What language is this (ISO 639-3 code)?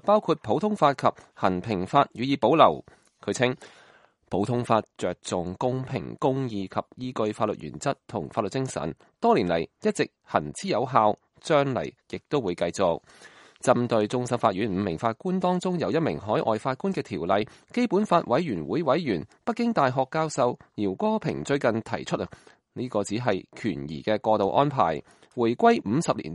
yue